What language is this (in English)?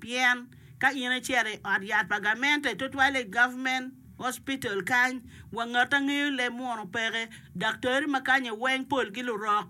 Acoli